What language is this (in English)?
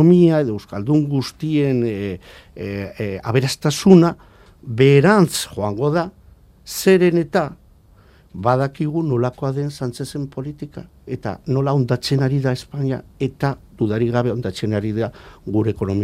Basque